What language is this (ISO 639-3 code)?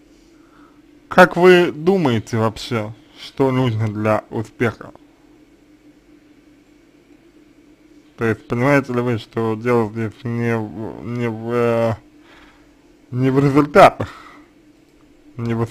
rus